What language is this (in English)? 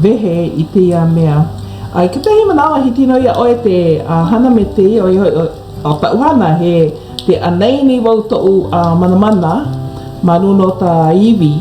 Hawaiian